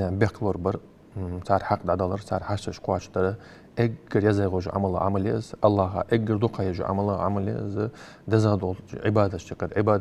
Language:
Ingush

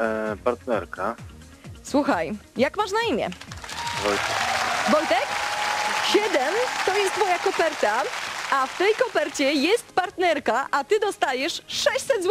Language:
Polish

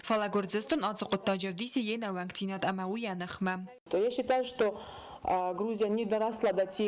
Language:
Ossetic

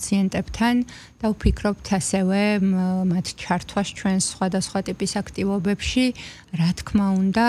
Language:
Georgian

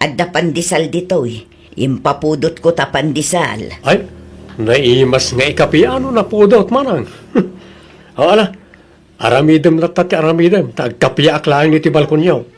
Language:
Iloko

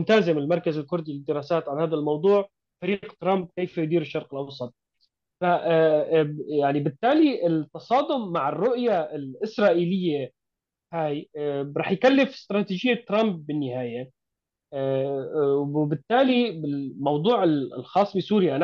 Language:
North Levantine Arabic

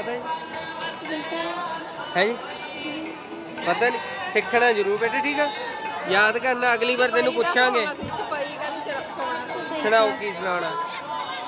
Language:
Punjabi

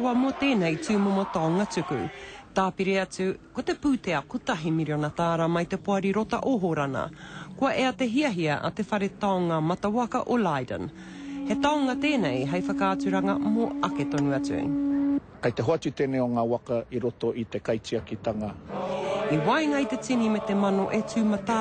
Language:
Māori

